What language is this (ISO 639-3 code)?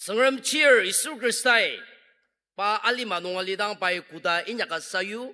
njo